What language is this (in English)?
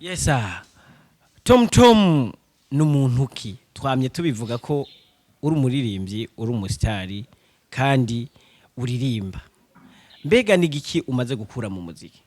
Rundi